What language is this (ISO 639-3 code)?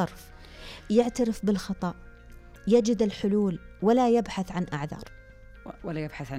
ara